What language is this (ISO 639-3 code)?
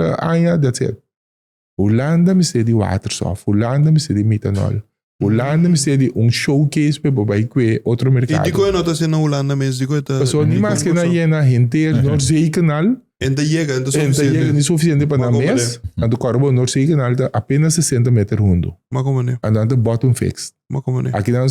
pap